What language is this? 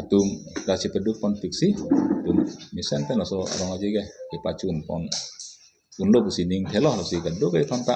Karbi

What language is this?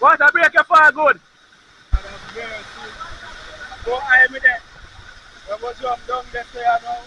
Jamaican Creole English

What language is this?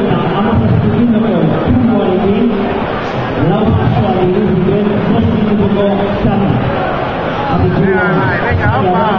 Basque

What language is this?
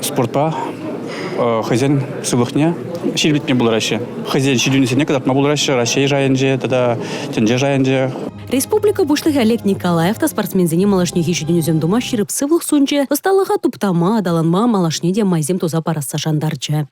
Chuvash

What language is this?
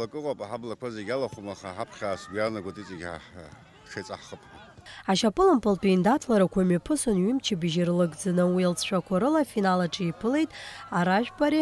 Abkhazian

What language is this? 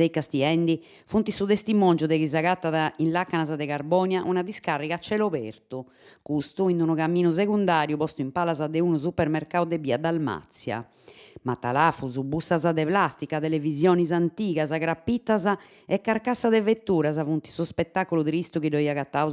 Sardinian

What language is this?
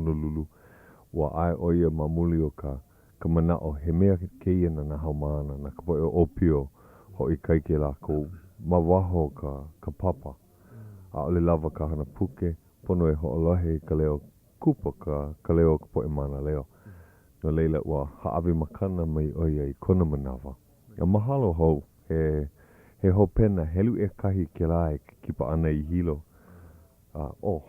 Hawaiian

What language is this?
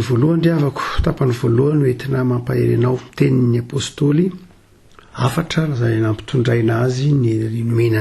Malagasy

